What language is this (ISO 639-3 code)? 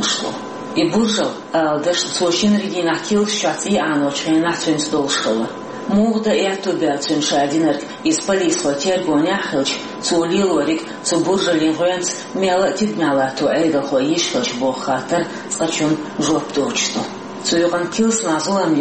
che